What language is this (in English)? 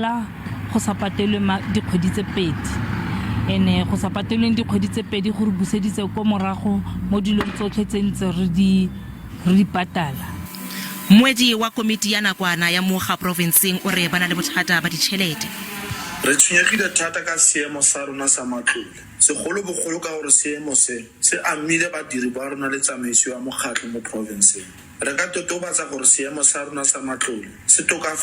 Tswana